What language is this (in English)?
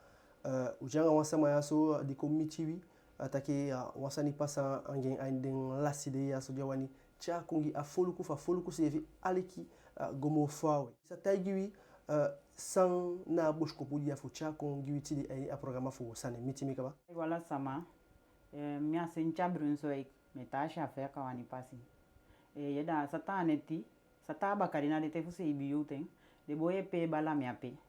Eastern Maroon Creole